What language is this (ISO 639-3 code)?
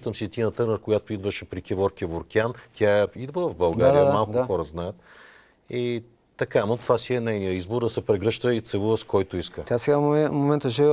bul